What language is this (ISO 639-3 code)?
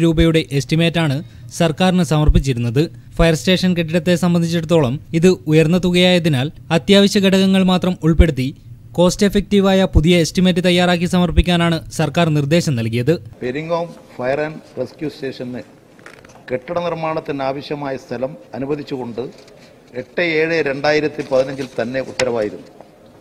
mal